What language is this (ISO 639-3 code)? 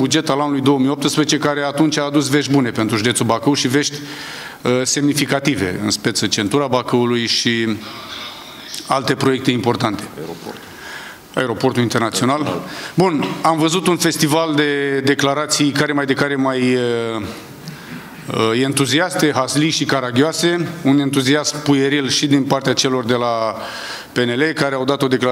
ron